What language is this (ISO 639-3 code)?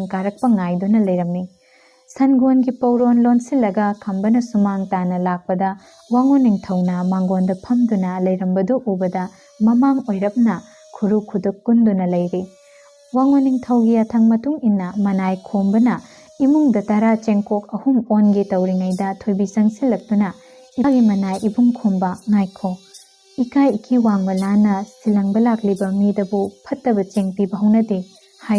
mni